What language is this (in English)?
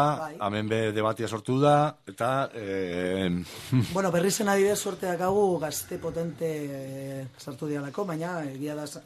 Basque